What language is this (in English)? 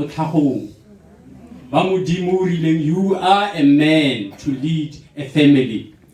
Tswana